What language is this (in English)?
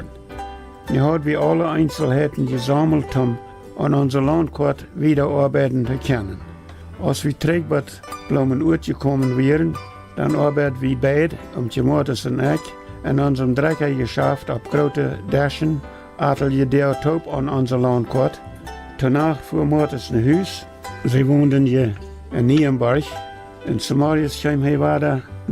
Plautdietsch